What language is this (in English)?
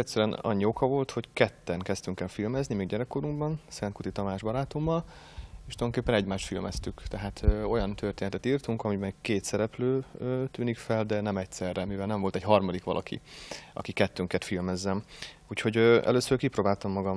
Hungarian